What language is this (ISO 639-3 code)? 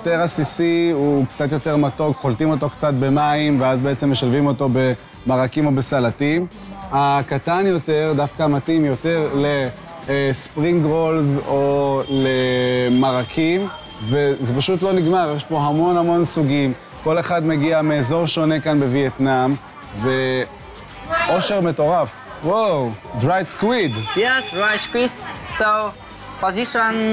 heb